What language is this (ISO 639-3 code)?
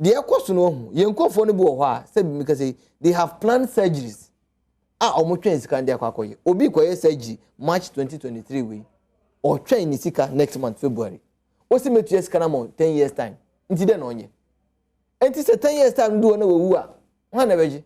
aka